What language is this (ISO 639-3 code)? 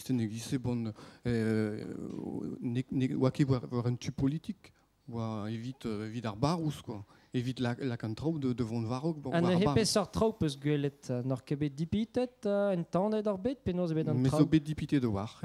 bre